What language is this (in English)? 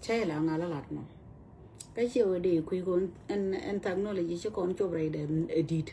Nuer